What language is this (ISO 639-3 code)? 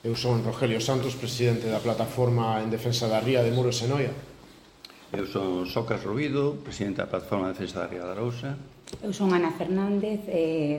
glg